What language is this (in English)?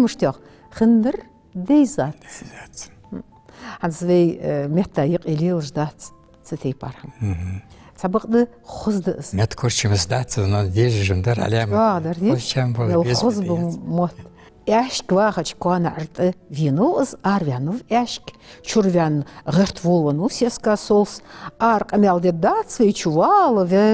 Ingush